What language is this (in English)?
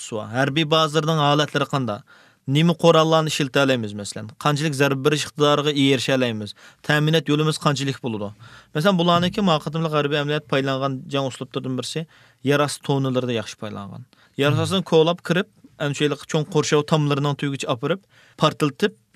Uyghur